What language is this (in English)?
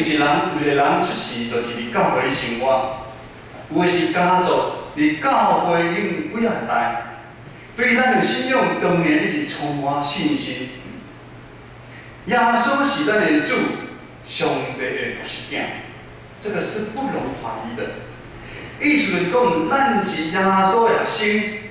Min Nan Chinese